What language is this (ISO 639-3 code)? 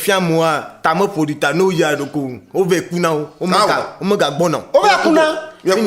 ewe